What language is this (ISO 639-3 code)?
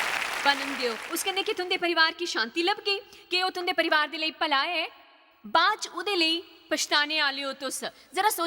doi